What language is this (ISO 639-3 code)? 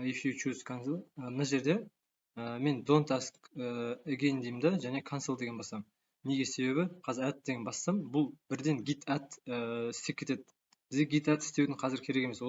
kaz